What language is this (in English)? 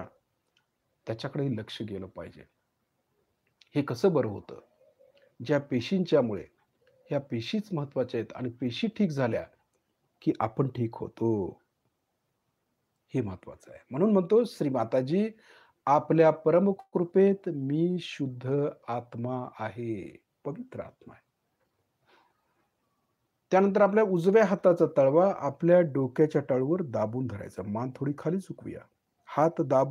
Marathi